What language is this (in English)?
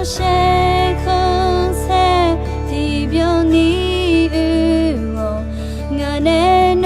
Akha